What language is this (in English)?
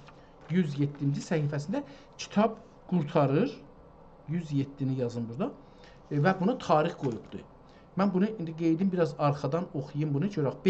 South Azerbaijani